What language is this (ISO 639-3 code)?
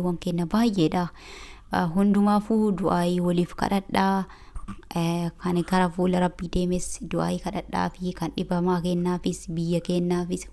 orm